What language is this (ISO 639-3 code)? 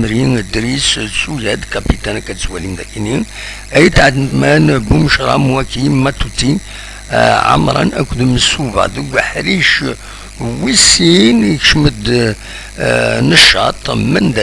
kab